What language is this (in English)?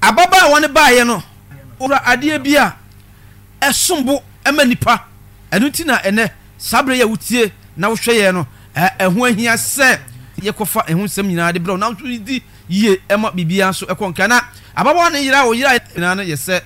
Akan